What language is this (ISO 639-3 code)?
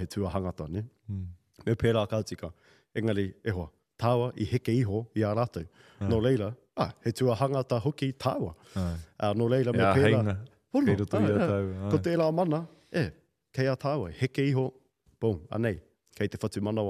mri